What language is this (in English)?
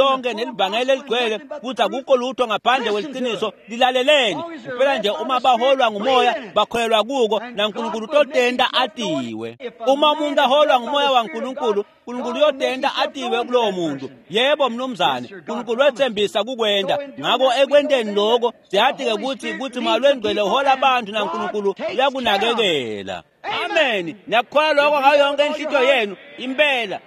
Swati